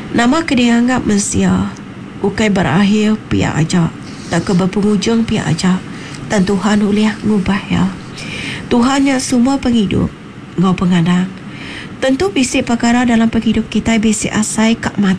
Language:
Iban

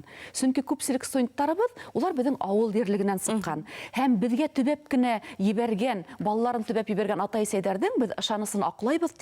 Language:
Bashkir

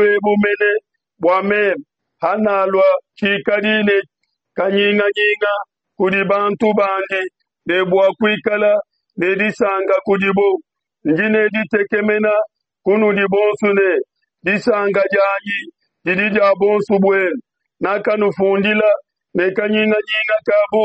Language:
Luba-Lulua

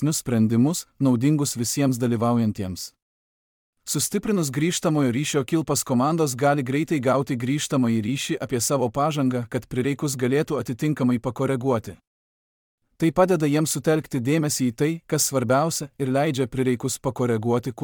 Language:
Lithuanian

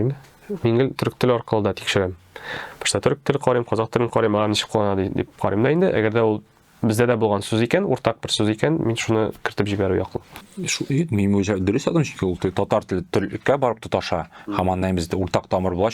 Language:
Tatar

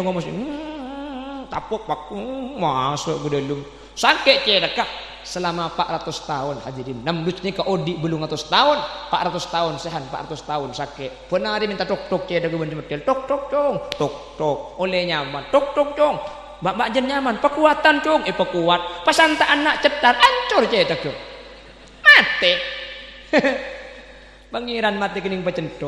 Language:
Madurese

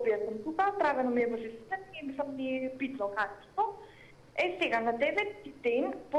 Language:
Macedonian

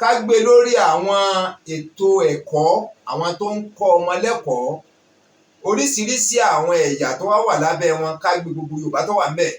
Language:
Yoruba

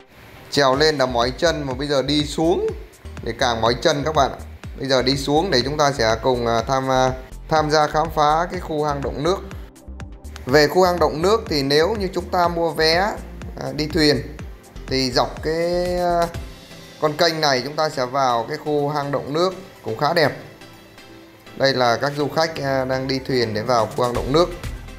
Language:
Vietnamese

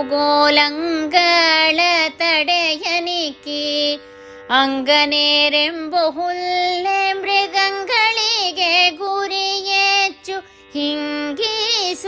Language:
Kannada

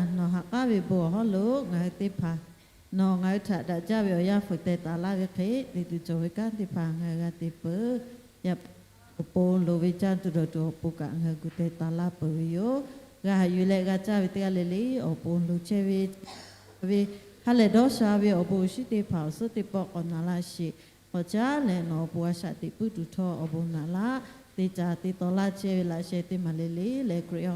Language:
Lahu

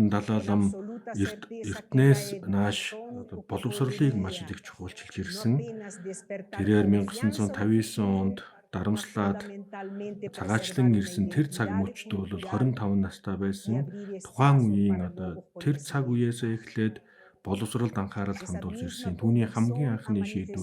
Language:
Mongolian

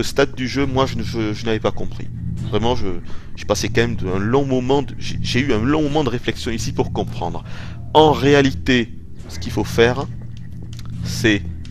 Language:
French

